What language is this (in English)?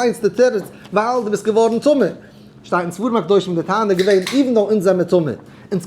Yiddish